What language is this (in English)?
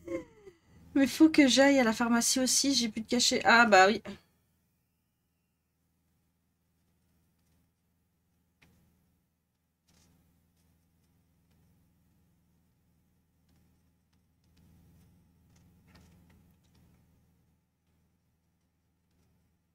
French